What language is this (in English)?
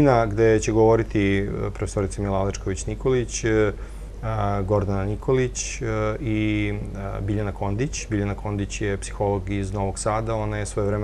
Serbian